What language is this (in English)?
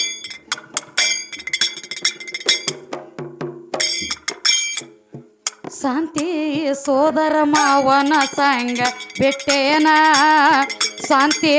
Kannada